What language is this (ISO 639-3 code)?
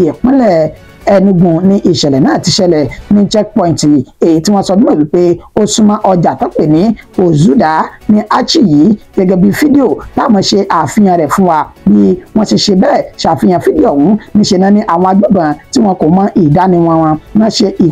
yor